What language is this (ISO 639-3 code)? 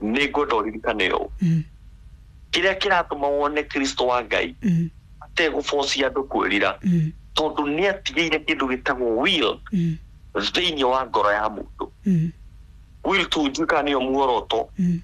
kik